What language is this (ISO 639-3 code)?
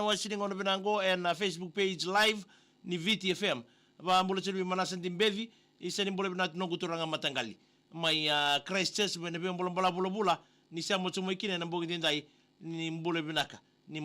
fij